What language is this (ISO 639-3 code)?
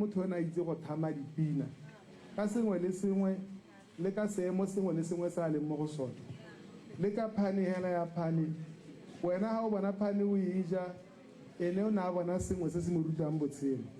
tsn